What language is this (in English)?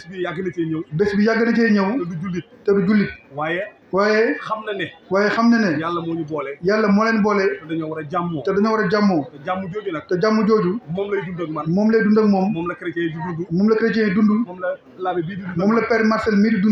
Wolof